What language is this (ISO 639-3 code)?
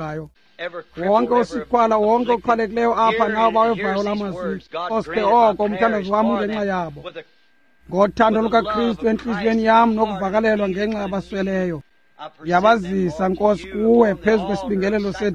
xho